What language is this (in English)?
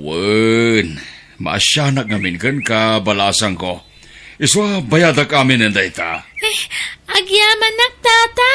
Iloko